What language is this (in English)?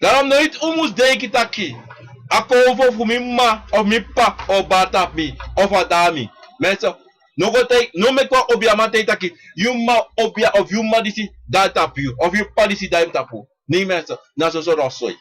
Sranan Tongo